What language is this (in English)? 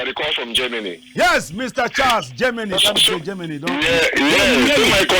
Cameroon Pidgin